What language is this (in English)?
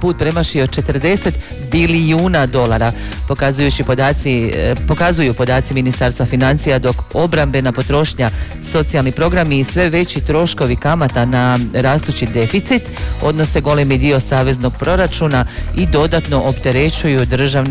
Croatian